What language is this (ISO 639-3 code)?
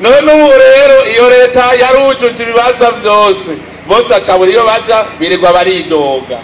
run